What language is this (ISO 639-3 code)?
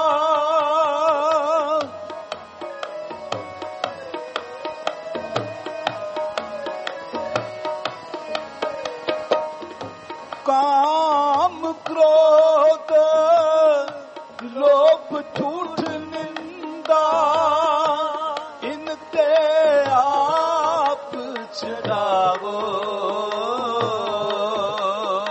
pan